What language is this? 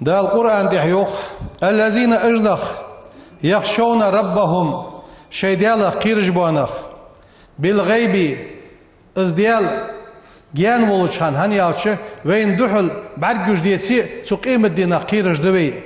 Ingush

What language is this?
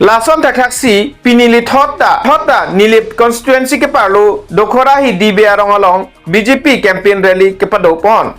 Karbi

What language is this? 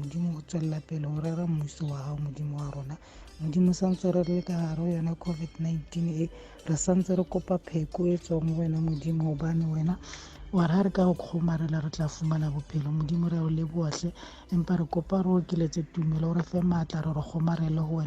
Tswana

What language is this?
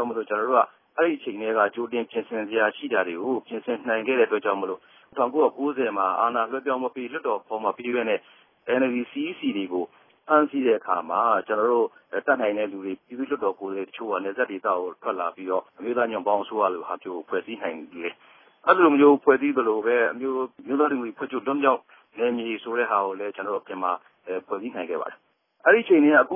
Burmese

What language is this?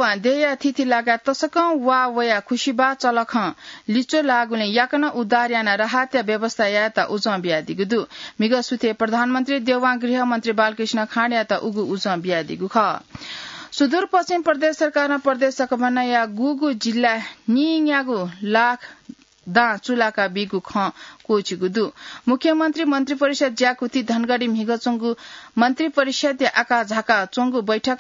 Newari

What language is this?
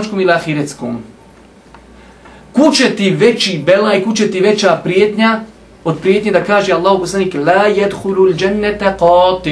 Bosnian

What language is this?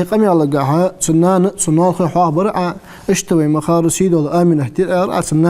Ingush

